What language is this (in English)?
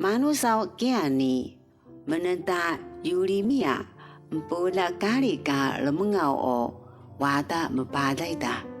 Taroko